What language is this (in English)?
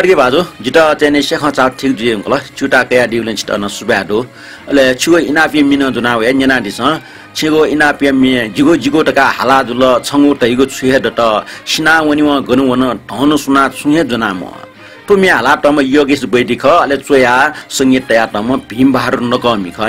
Newari